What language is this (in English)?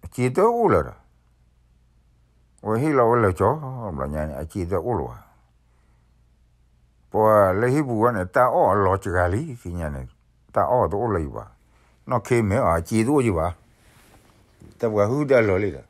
S'gaw Karen